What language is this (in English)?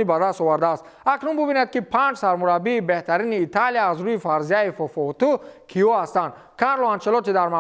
Tajik